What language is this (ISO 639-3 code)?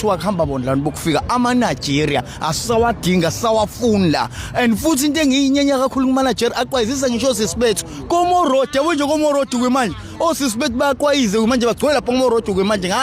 zul